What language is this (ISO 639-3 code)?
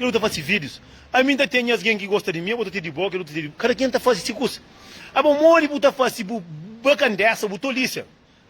kea